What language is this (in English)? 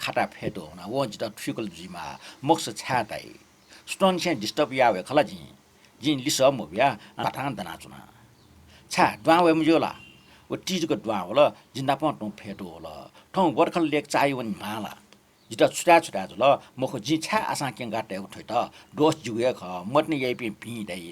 Newari